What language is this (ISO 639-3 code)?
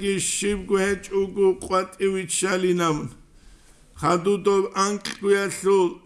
ava